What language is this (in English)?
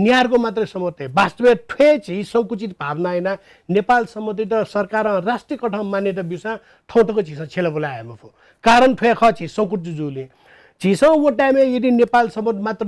Newari